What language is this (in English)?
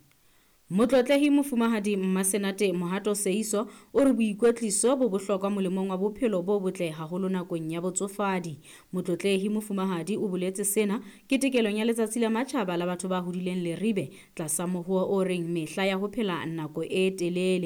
Southern Sotho